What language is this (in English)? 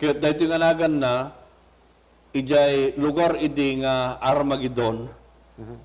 Iloko